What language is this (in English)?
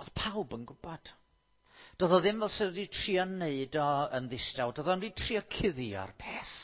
Welsh